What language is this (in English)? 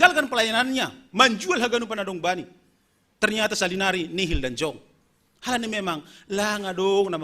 Batak Simalungun